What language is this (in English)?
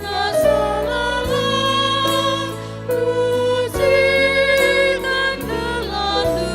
Batak Karo